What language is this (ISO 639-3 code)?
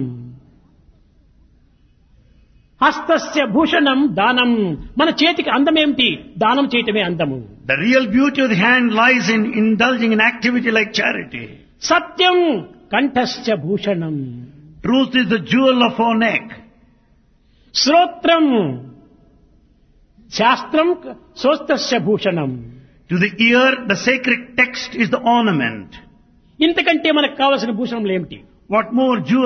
tel